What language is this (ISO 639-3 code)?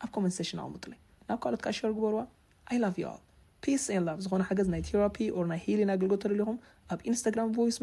tir